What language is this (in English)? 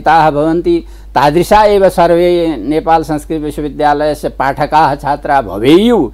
Sanskrit